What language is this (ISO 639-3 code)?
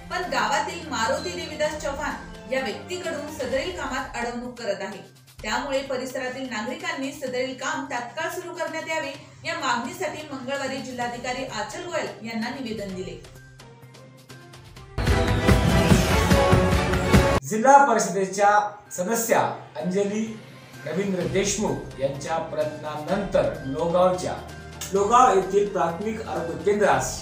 mar